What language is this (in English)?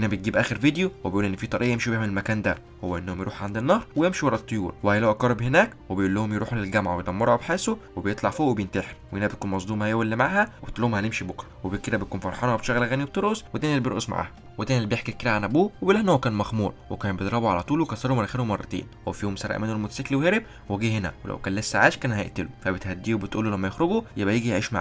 Egyptian Arabic